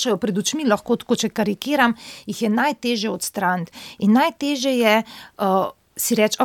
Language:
Slovenian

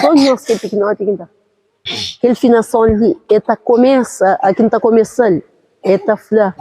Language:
Kabuverdianu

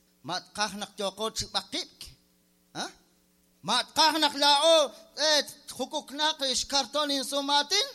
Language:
Kekchí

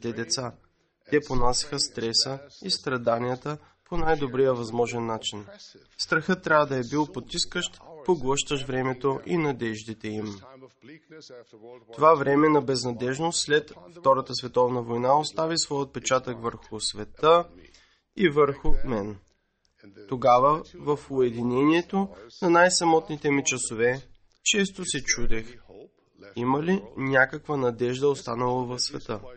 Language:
Bulgarian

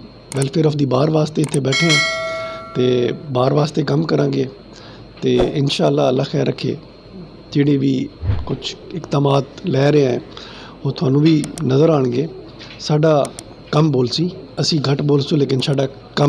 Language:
Saraiki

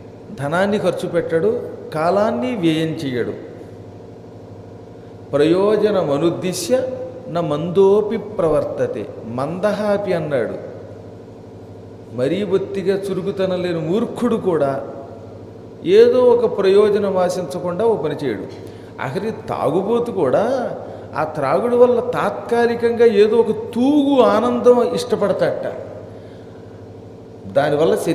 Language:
Telugu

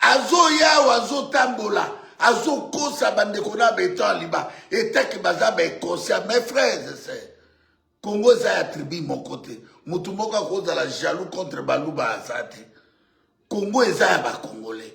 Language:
Lingala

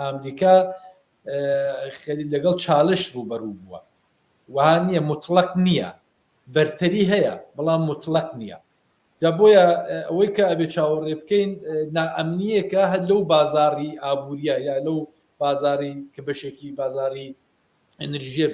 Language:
Central Kurdish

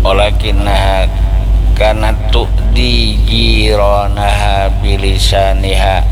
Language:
Banjar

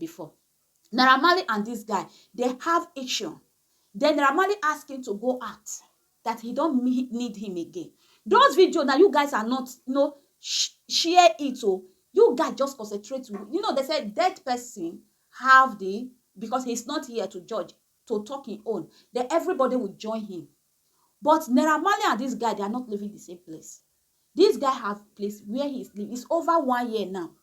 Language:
Nigerian Pidgin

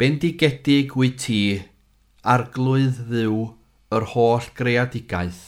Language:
Welsh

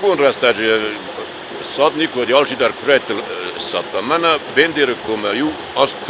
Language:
Ossetic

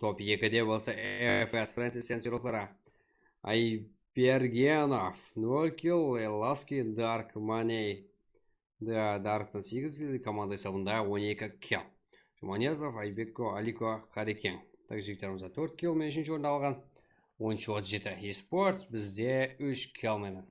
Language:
Kara-Kalpak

